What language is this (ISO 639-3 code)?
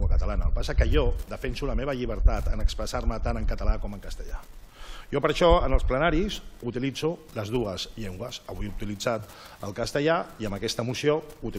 cat